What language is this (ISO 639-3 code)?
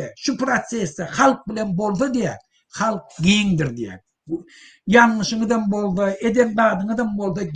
tuk